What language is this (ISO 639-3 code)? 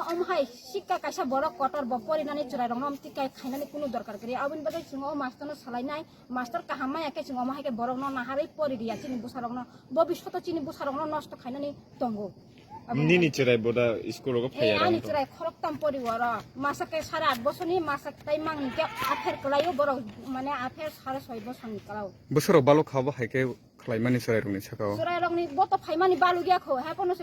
trp